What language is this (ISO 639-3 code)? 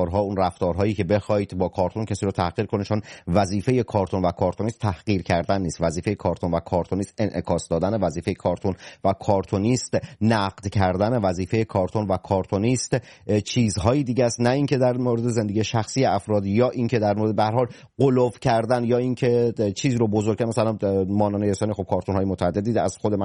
fas